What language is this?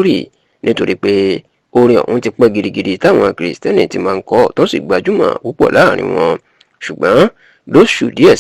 Yoruba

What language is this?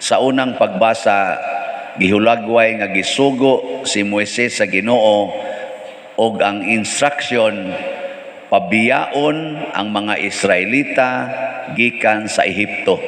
Cebuano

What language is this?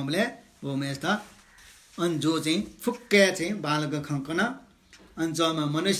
Newari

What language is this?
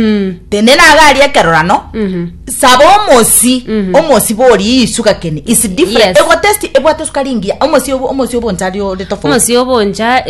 Gusii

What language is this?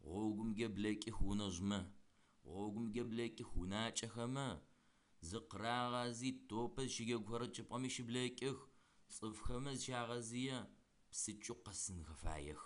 Adyghe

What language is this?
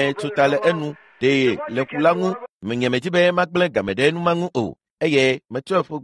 Ewe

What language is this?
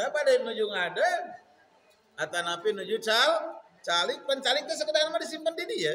Sundanese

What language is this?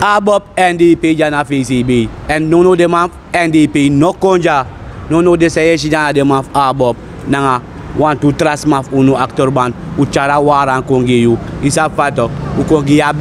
Sranan Tongo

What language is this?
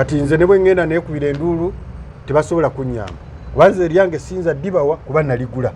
Ganda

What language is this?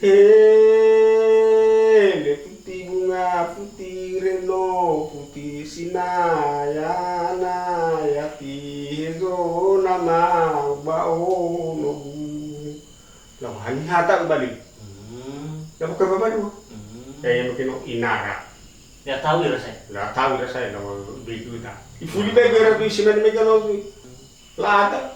Nias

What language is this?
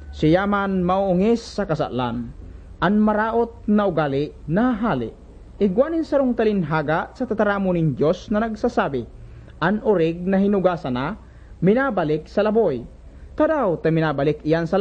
Bikol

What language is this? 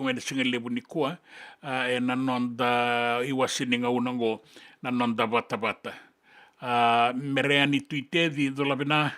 Fijian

